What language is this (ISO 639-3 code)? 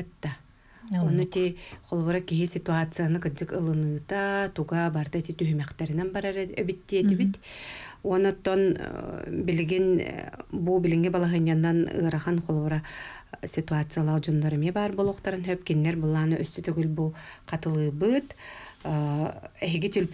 sah